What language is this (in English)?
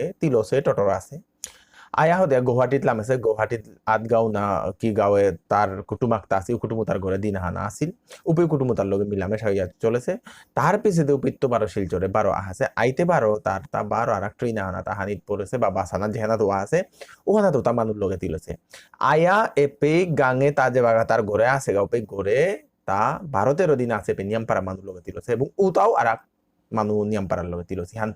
Bishnupriya